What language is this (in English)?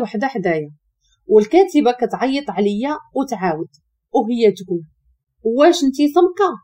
Moroccan Arabic